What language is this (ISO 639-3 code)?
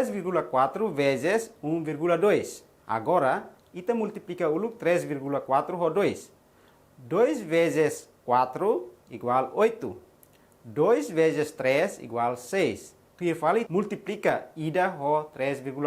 tet